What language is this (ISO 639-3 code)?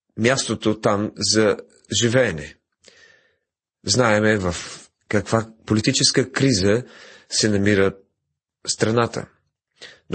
bul